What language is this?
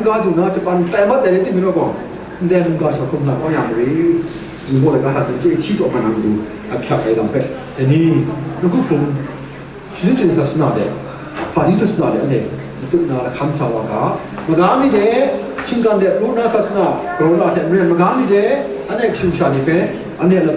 Kachin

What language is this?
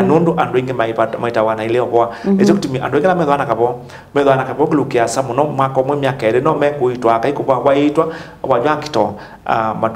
Kamba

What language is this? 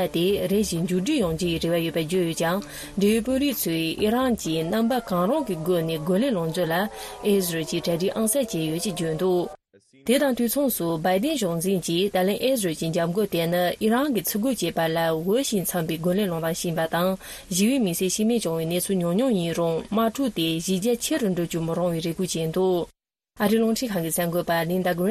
Tibetan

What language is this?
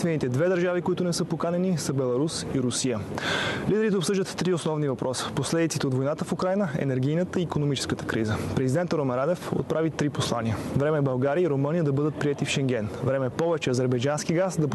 Bulgarian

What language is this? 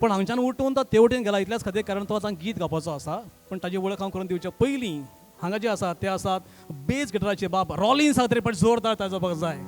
Konkani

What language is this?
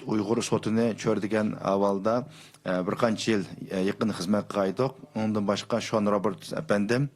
Uyghur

